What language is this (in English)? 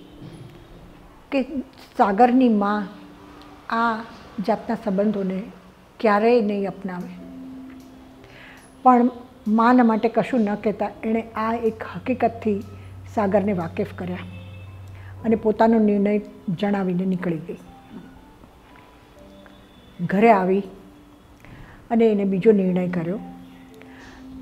Gujarati